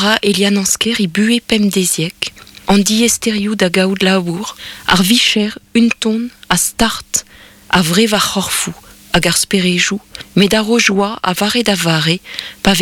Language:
Breton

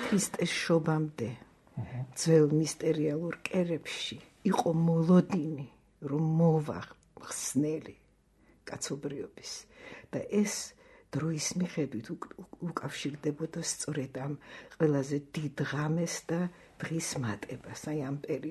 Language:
Georgian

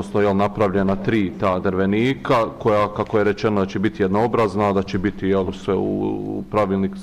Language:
Bosnian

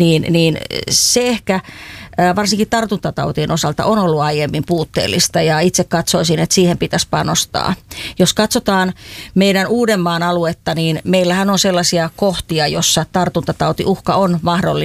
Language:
Finnish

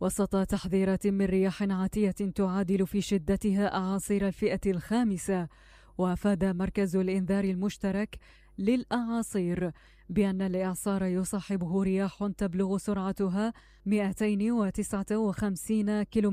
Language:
Mesopotamian Arabic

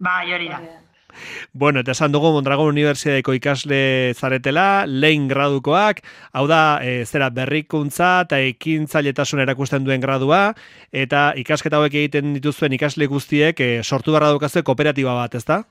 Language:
Basque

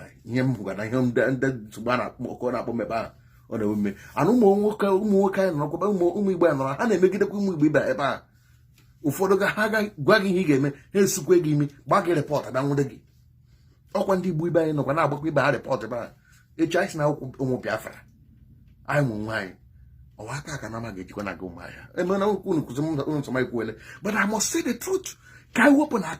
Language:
Igbo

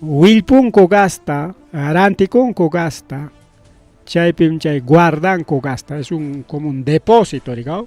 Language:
Ayacucho Quechua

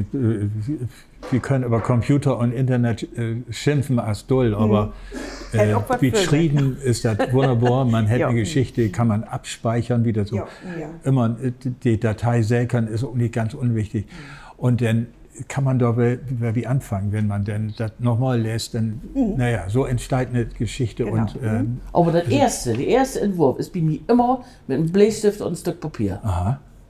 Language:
Low German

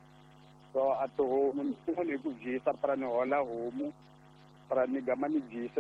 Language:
Tsonga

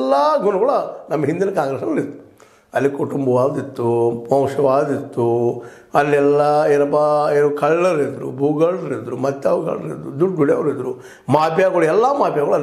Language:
Kannada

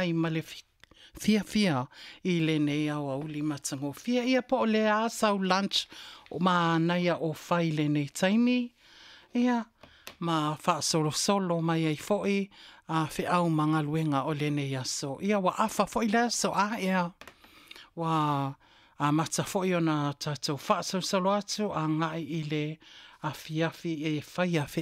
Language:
Samoan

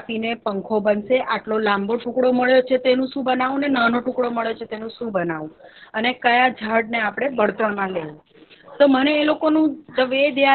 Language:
Gujarati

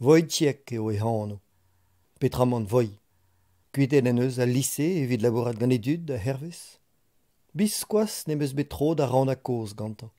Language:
Breton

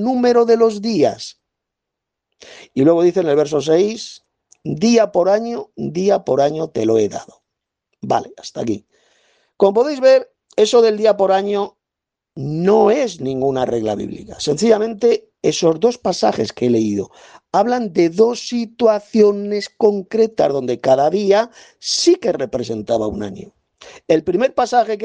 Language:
Spanish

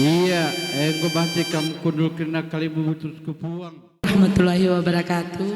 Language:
Batak Karo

